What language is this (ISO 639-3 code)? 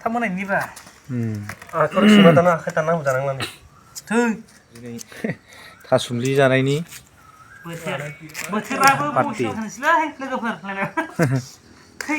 brx